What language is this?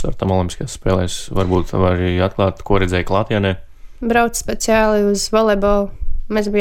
Latvian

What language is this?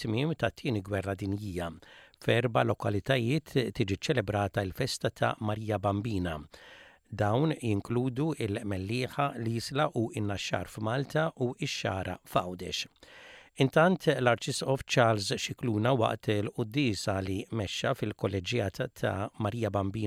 Maltese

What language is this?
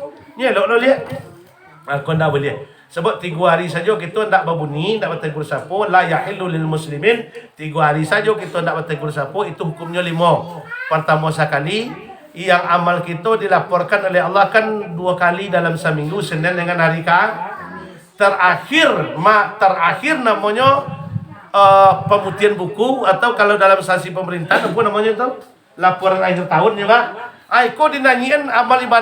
Minangkabau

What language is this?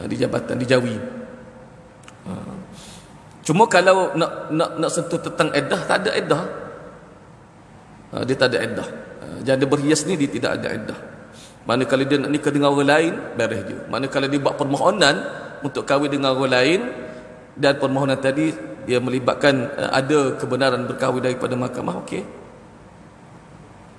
Malay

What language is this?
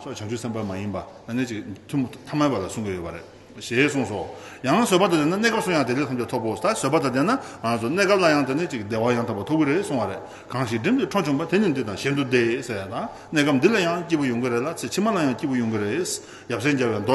Tibetan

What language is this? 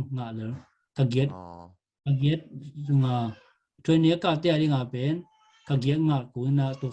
Tedim Chin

